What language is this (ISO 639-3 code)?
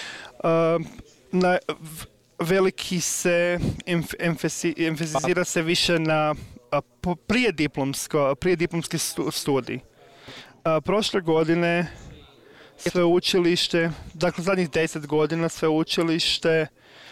hrv